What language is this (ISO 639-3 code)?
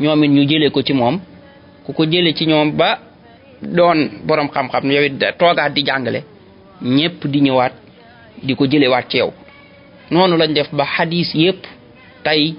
wol